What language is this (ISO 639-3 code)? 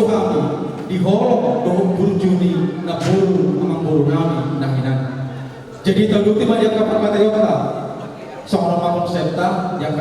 bbc